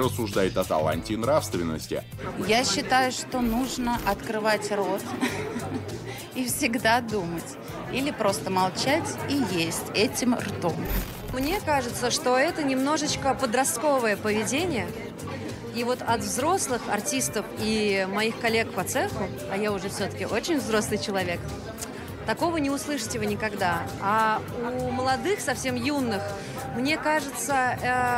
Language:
Russian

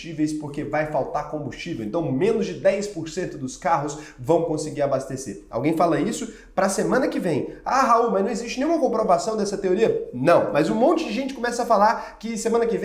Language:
Portuguese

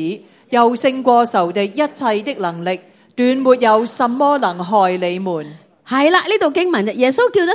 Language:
Cantonese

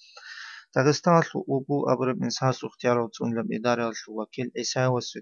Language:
Avaric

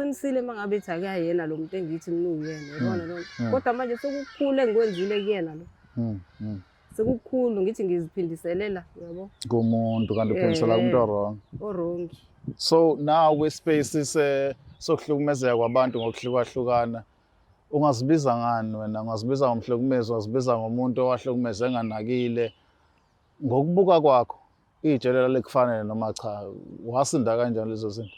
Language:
Zulu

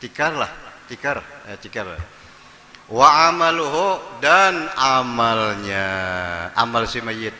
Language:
Banjar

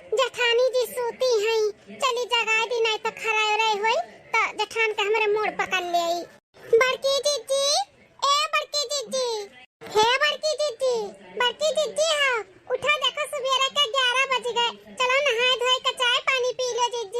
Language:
Awadhi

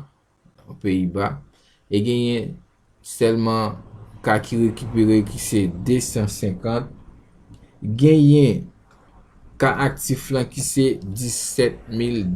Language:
Haitian Creole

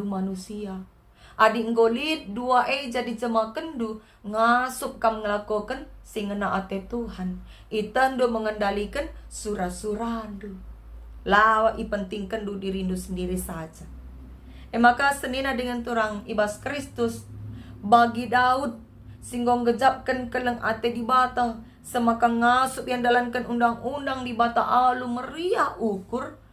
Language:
Batak Karo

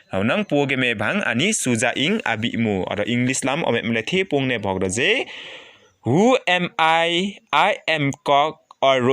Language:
Limbu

